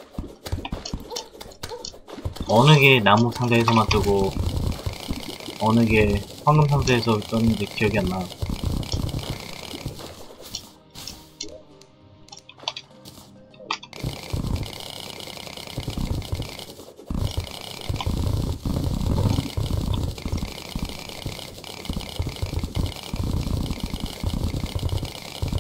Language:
Korean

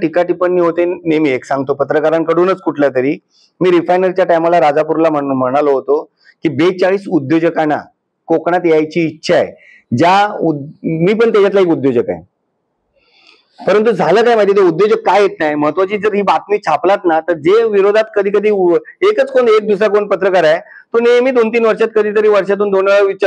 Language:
Marathi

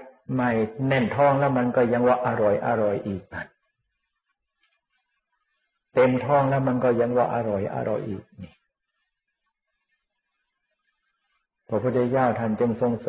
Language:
Thai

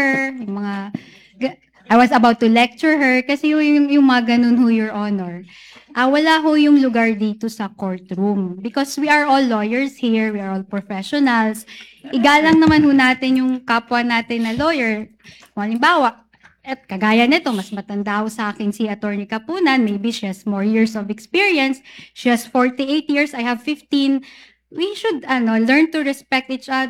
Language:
Filipino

